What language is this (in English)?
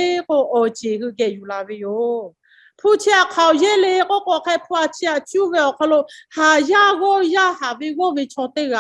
Lahu